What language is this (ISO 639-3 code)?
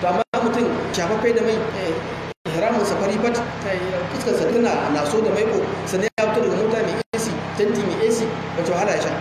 hau